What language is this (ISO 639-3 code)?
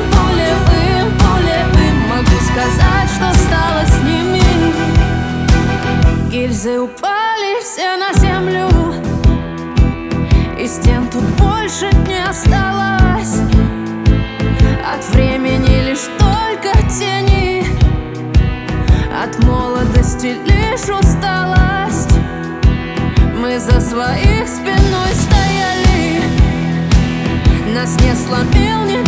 rus